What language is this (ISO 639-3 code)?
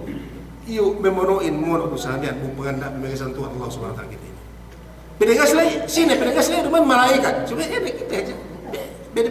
yka